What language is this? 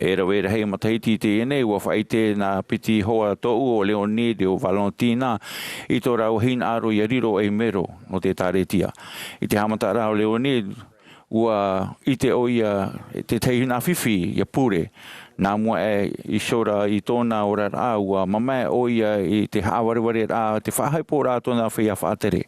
Tahitian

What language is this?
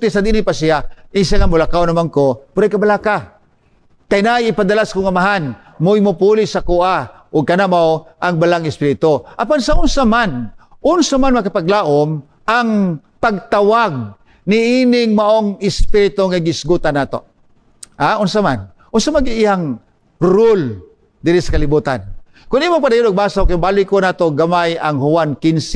Cebuano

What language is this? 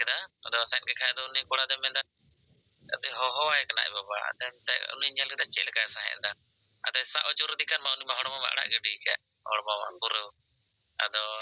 Santali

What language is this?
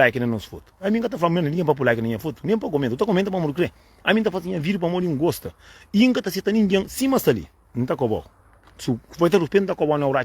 Kabuverdianu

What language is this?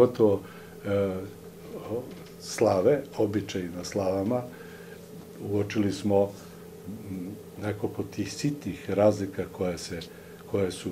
Serbian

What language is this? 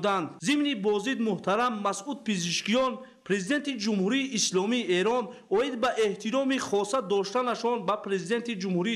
Tajik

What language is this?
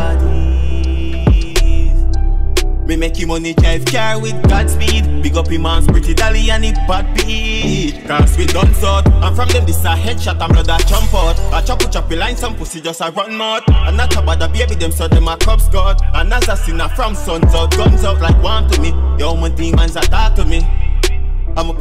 Jamaican Creole English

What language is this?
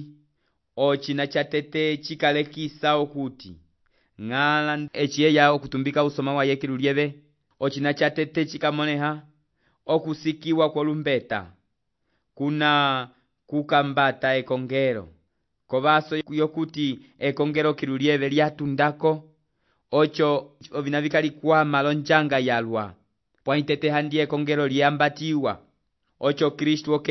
Umbundu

